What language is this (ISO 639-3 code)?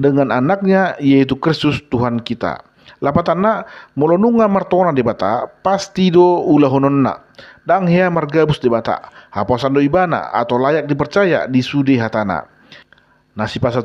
bbc